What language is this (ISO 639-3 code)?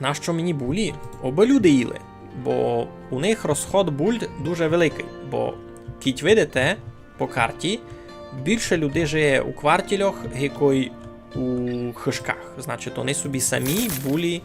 rue